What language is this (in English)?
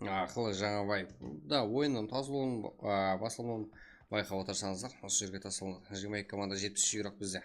Kara-Kalpak